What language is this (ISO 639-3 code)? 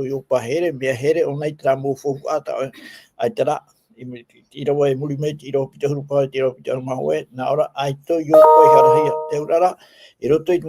tah